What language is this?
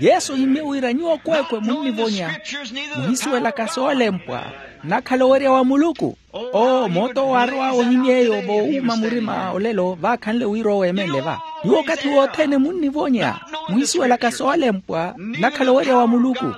Makhuwa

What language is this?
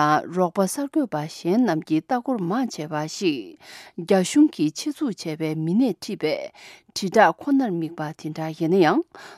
Tibetan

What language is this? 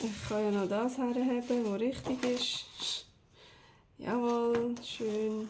Swiss German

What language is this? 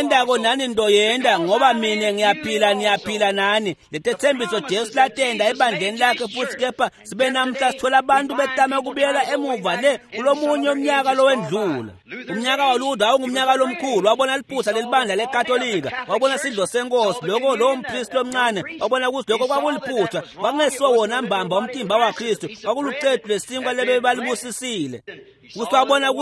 Swati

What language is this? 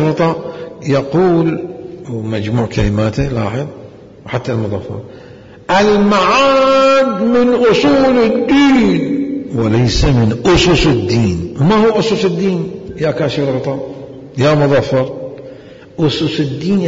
Mesopotamian Arabic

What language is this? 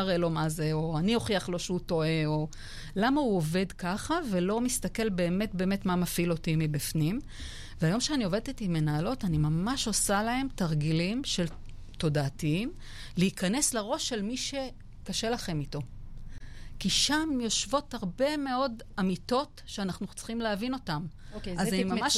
Hebrew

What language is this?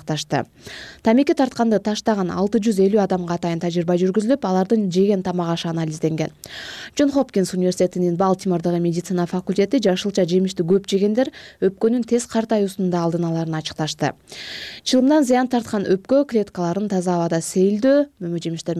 Kyrgyz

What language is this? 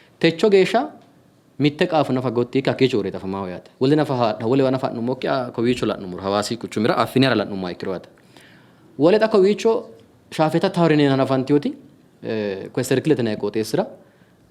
Sidamo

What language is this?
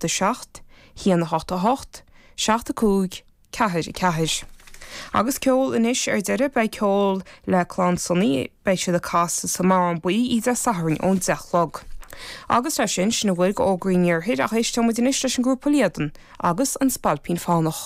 Irish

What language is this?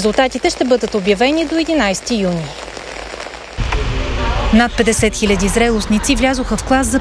Bulgarian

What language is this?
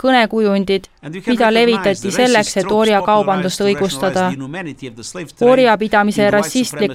Estonian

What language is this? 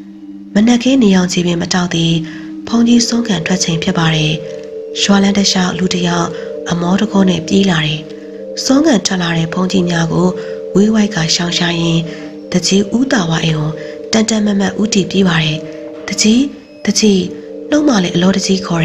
Burmese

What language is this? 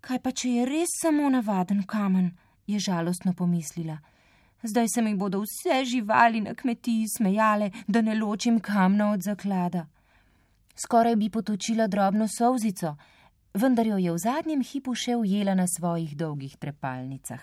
Slovenian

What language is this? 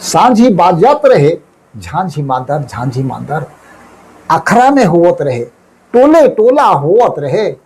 Sadri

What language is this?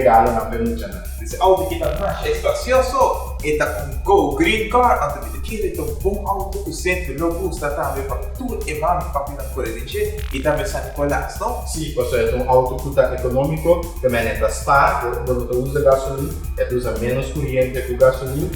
Papiamento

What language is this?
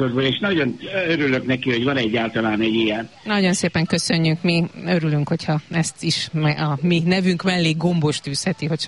Hungarian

